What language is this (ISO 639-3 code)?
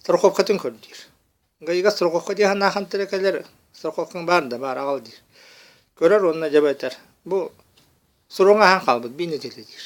sah